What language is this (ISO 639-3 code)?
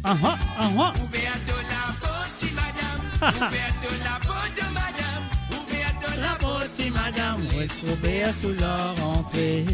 mfe